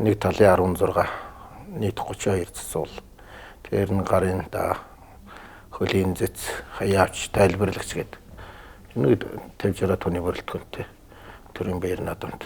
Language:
Mongolian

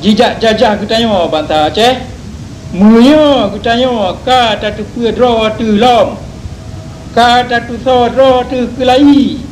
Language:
Achinese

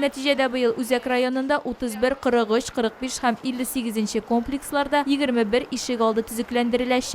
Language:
Tatar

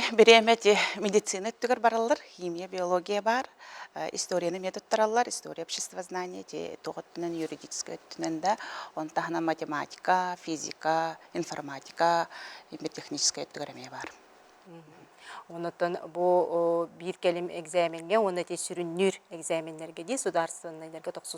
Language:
Yakut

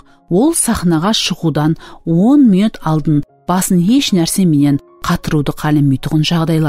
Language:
Kara-Kalpak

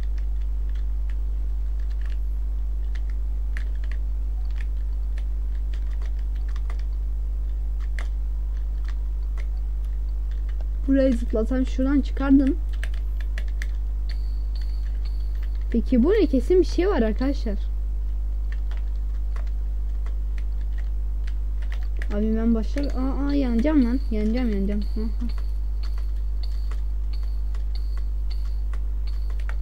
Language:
Turkish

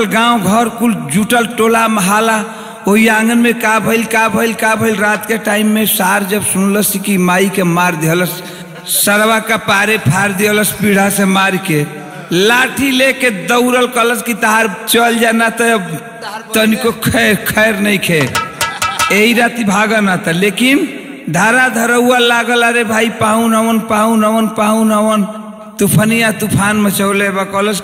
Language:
Bhojpuri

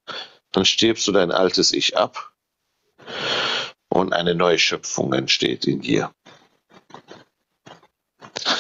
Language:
German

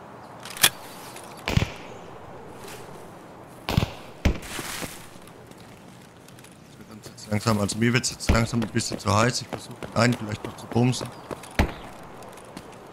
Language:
German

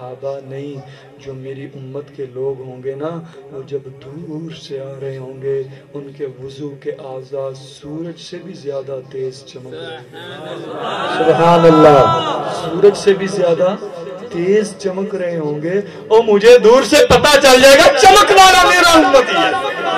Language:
Urdu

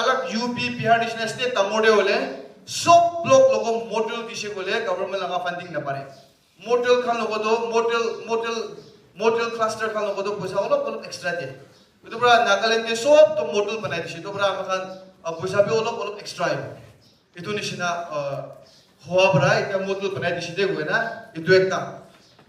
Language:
Naga Pidgin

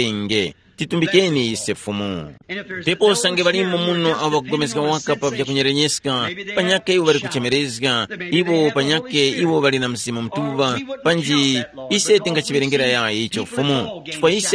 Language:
Tumbuka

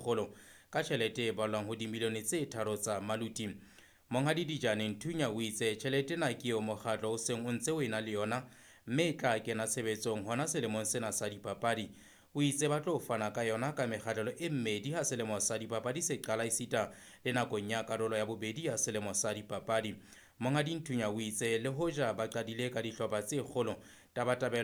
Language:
Southern Sotho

